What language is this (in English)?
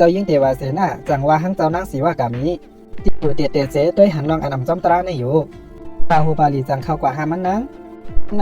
Shan